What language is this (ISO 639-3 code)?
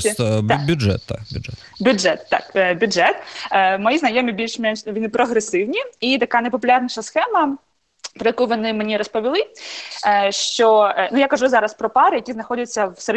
ukr